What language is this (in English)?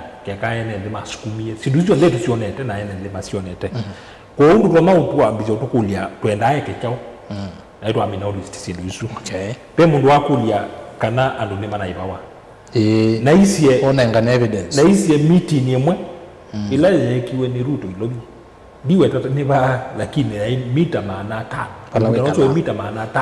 Kamba